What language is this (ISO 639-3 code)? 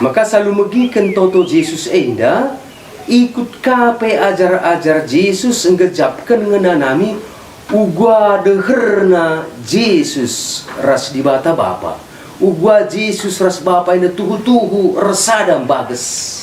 btx